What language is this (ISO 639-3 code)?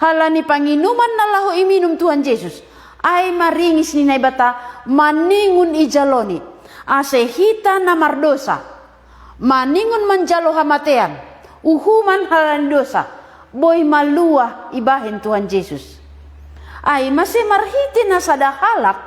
bts